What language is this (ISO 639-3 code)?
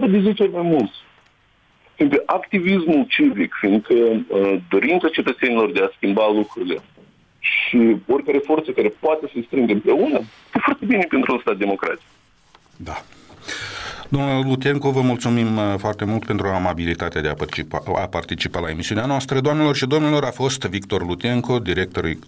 ron